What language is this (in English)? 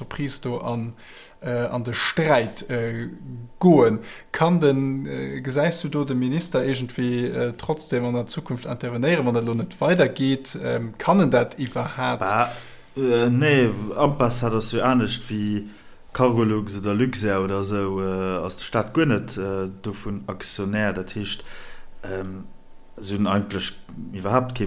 Luxembourgish